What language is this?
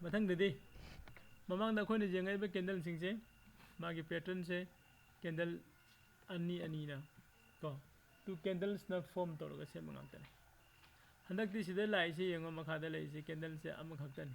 Manipuri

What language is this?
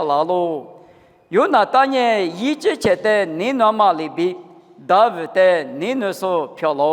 Lisu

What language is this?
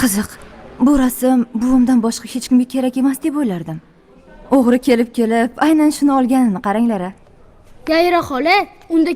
Uzbek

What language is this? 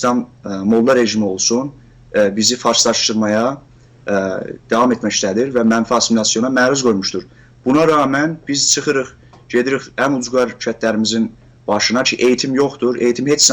South Azerbaijani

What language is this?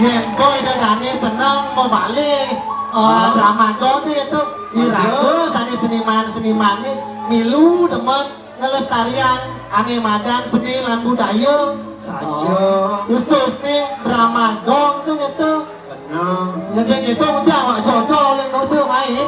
Balinese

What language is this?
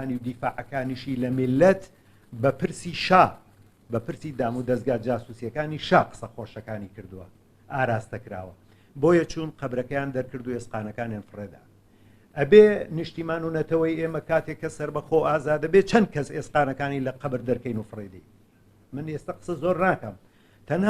Central Kurdish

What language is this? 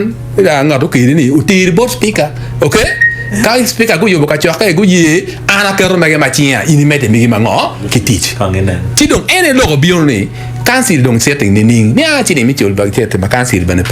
Acoli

